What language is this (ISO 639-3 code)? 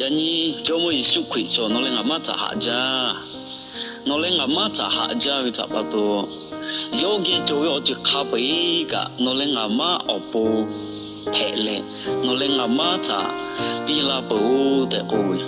lhu